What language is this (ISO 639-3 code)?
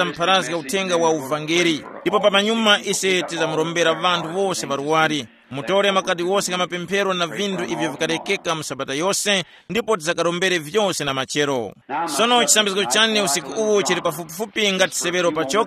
tum